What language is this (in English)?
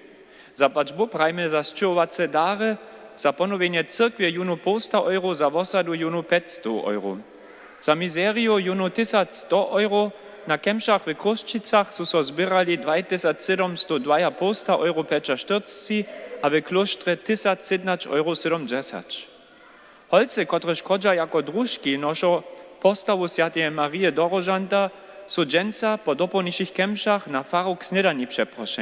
Upper Sorbian